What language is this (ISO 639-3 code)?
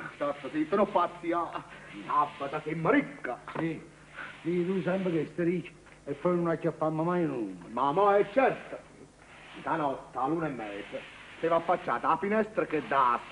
nap